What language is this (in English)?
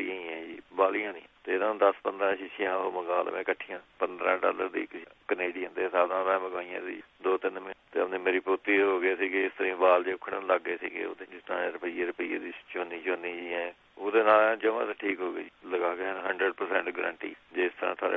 Punjabi